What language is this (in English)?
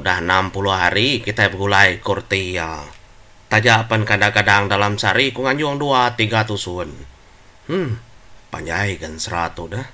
Iban